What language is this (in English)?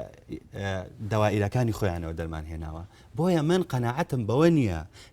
Central Kurdish